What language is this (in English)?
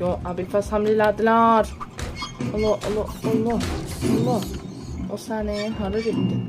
South Azerbaijani